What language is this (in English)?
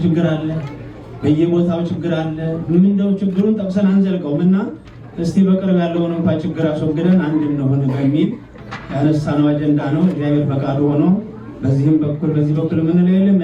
Amharic